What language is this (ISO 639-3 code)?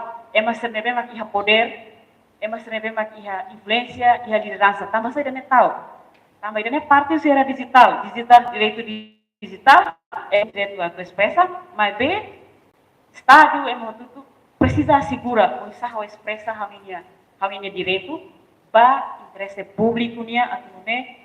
tet